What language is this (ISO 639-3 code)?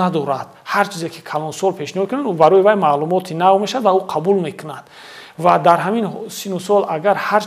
tgk